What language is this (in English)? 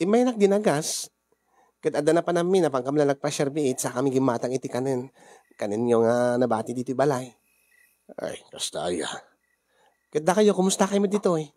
Iloko